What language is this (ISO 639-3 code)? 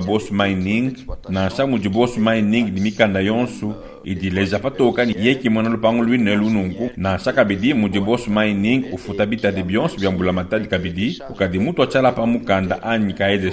lua